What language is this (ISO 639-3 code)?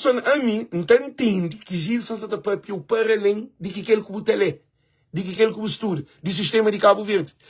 kea